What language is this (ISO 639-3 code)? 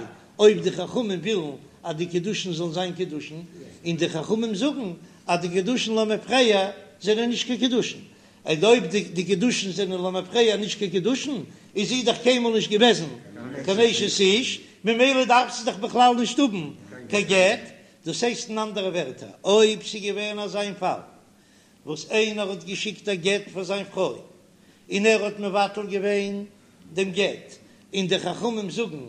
yid